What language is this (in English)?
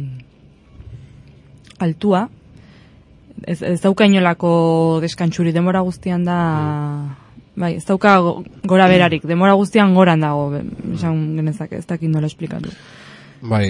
Basque